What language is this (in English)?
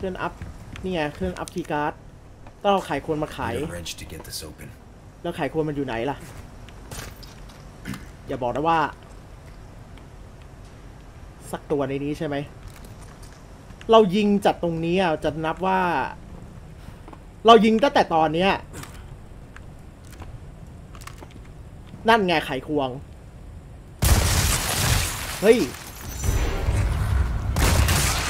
Thai